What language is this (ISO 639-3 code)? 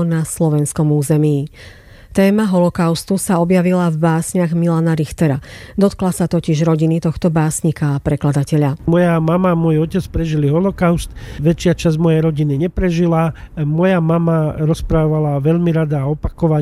slk